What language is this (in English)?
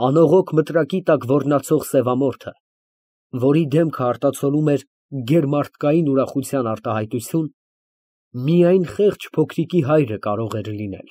Armenian